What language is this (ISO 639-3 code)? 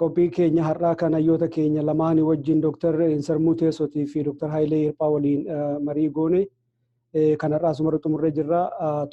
orm